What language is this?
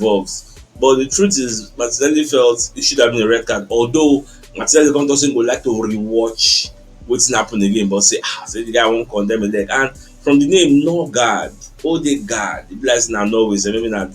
Nigerian Pidgin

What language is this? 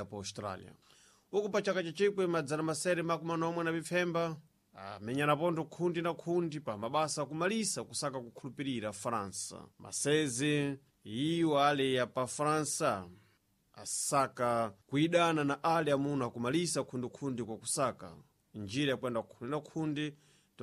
Sena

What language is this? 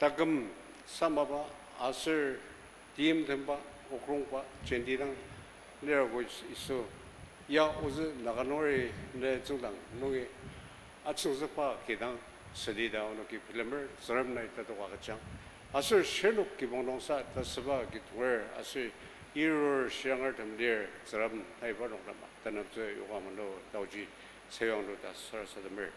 Ao Naga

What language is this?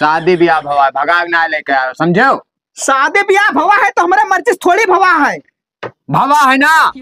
Awadhi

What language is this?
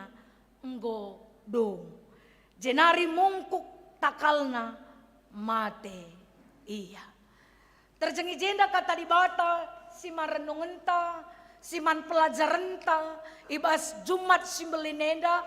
Batak Karo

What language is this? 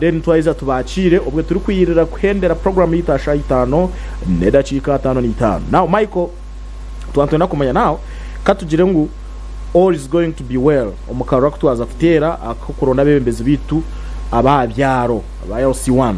Nyankole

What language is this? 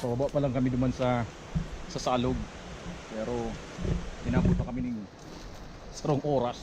Bikol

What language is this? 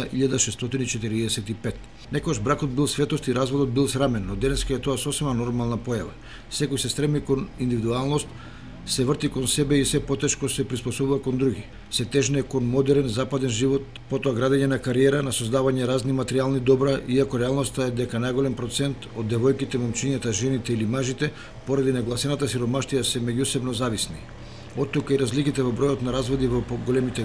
Macedonian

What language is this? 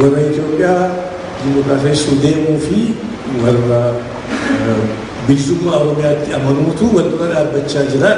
Oromo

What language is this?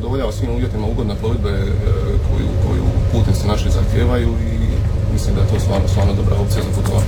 Croatian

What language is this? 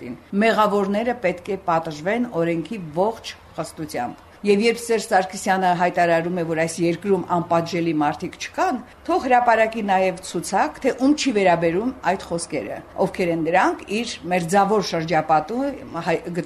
Armenian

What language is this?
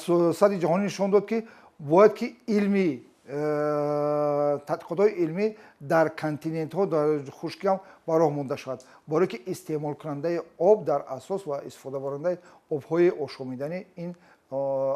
Tajik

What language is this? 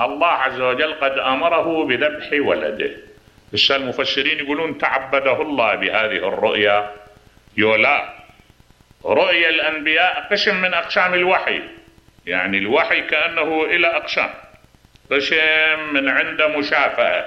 Mesopotamian Arabic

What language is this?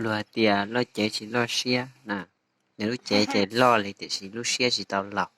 Hmong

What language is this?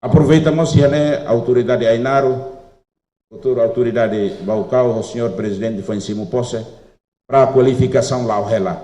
Tetum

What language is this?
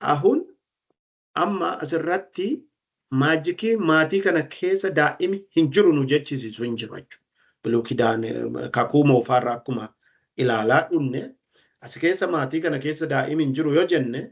Oromo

